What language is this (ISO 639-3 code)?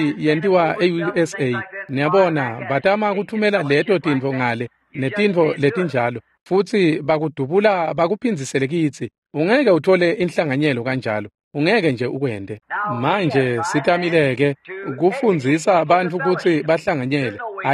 ssw